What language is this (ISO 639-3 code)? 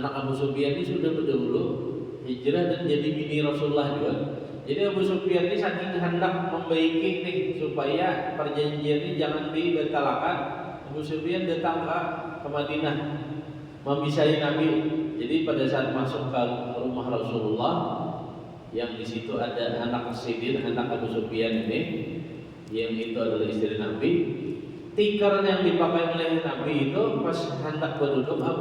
bjn